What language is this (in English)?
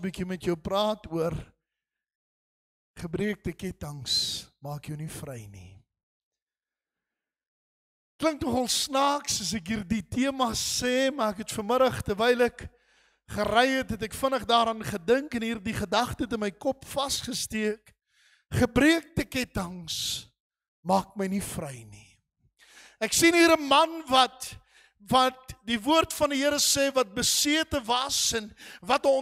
Afrikaans